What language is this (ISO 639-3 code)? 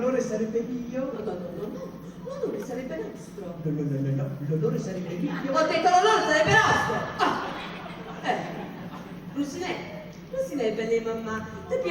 nap